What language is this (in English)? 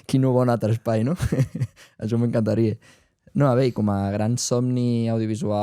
Occitan